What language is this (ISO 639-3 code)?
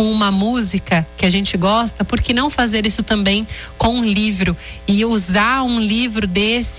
por